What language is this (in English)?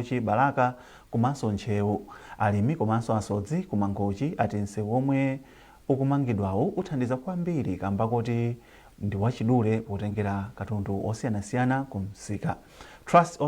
Nyanja